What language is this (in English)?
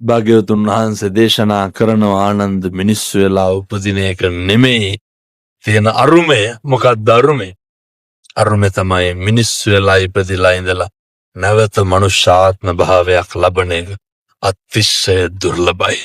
Sinhala